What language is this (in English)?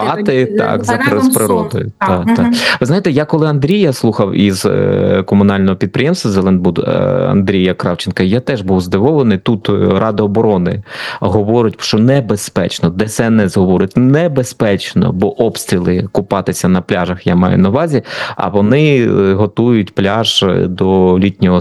Ukrainian